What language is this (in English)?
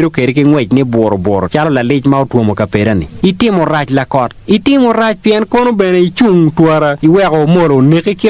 Acoli